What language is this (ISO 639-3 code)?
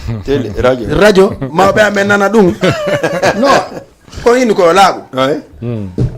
ful